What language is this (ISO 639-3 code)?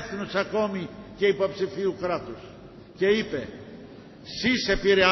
ell